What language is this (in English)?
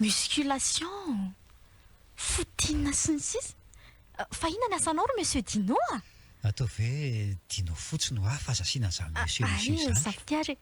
Malagasy